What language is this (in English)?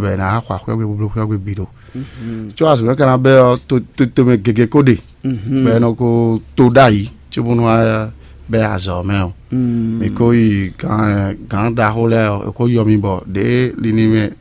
Fon